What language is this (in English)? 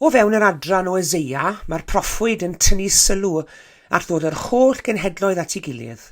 Welsh